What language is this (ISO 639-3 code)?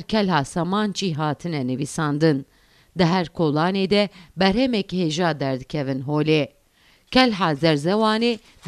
kur